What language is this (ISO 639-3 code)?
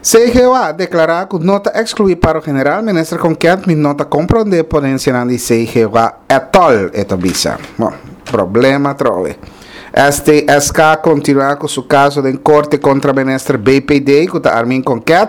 pap